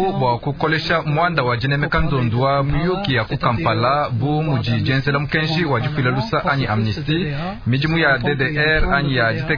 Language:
Luba-Lulua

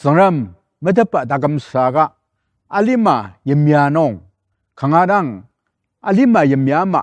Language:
Ao Naga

